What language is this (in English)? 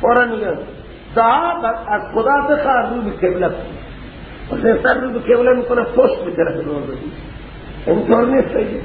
Persian